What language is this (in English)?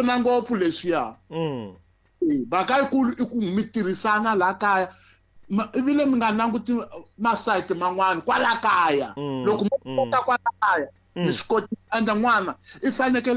Tsonga